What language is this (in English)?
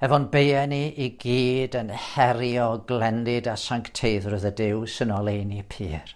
Welsh